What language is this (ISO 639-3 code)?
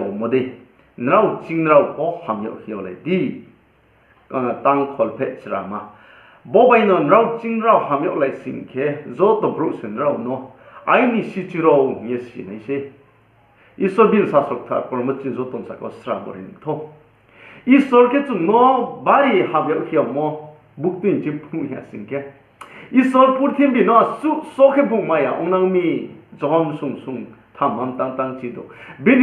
ria